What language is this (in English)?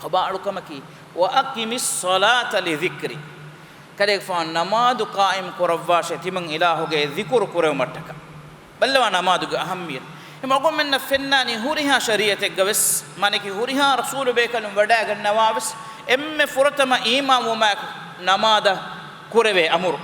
Divehi